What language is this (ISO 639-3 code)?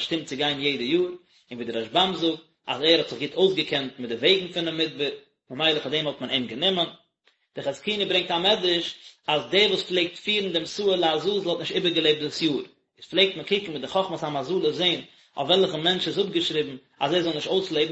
yid